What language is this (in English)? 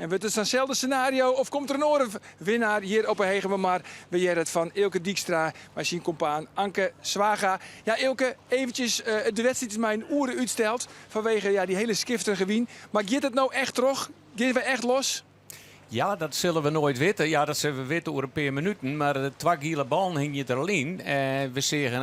Western Frisian